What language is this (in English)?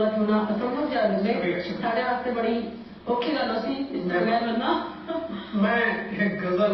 Saraiki